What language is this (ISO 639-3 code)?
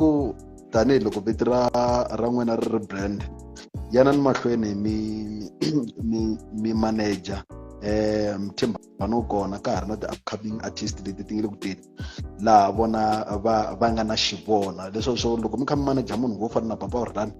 tso